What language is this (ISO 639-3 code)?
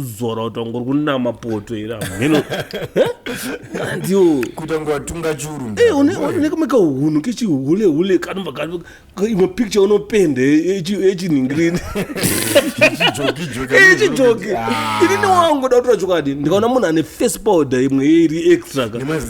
sna